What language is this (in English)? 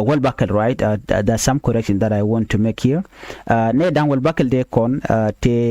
Nuer